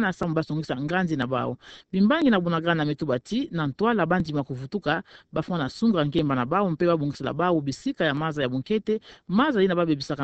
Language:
Kituba (Democratic Republic of Congo)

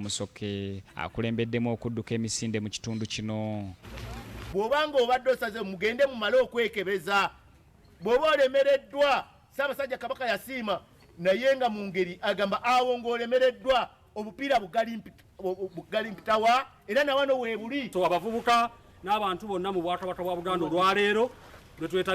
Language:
Ganda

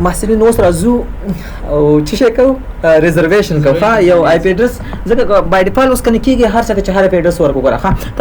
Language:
Pashto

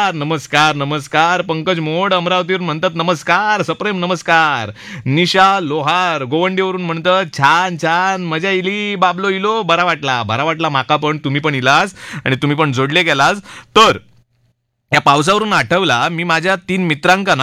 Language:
Marathi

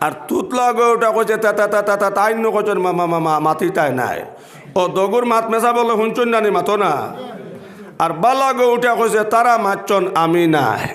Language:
Sylheti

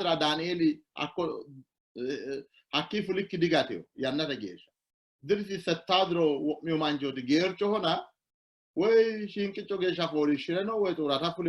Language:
Sidamo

